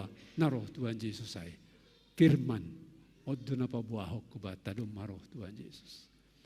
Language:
Batak Simalungun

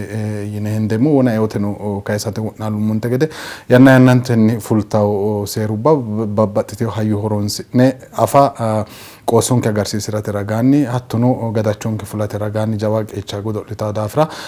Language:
Sidamo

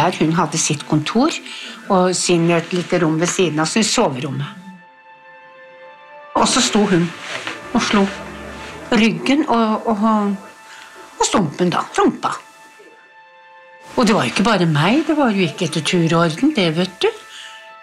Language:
Norwegian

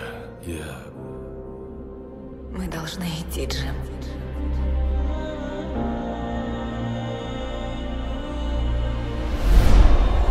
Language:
Russian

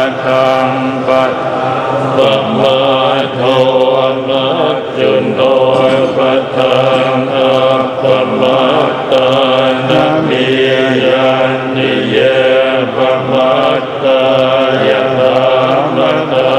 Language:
Pali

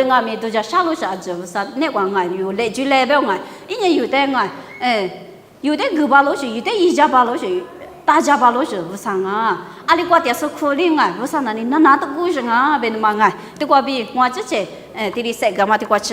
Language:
Lisu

